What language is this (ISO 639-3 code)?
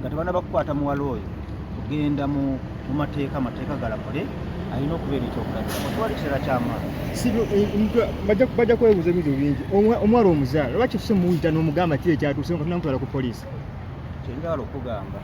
lug